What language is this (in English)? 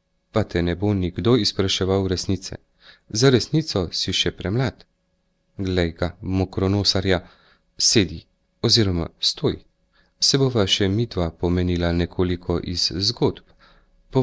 Slovenian